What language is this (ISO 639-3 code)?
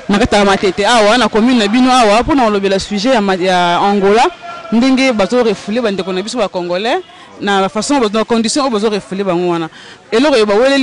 lin